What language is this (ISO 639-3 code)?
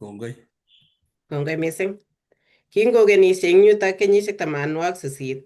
kln